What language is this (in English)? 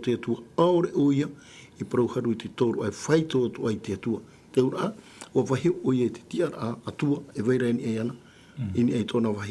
Tahitian